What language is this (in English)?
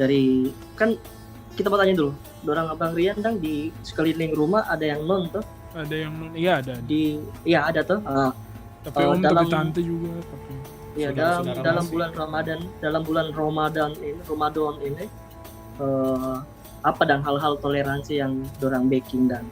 Manado Malay